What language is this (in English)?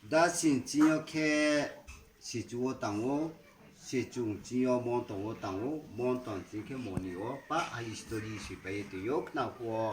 Riang (India)